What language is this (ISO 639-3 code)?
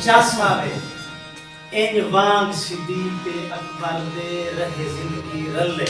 skr